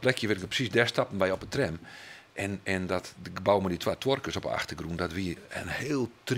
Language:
Western Frisian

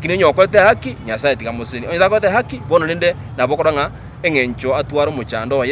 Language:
Gusii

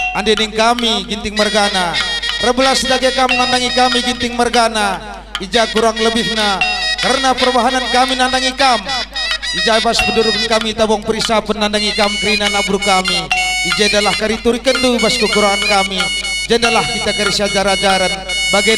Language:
Batak Karo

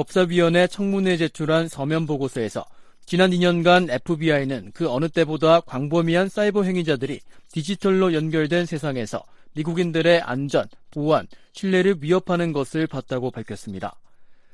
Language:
Korean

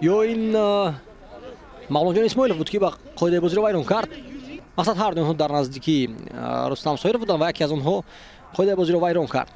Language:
Tajik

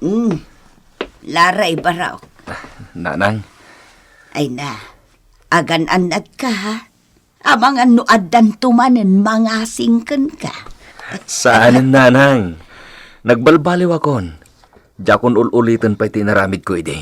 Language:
Iloko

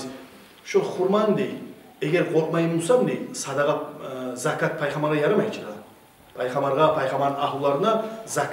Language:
Kumyk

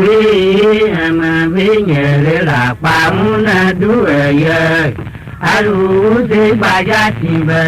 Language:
Tiv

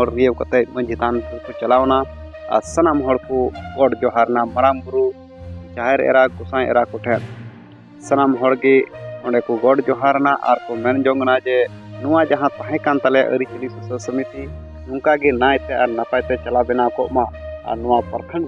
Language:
Santali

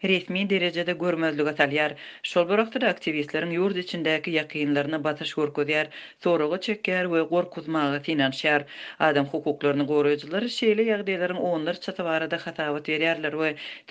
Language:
Turkmen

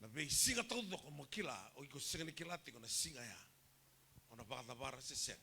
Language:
Fijian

